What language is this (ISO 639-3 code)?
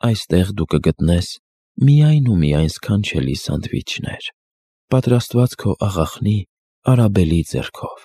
hye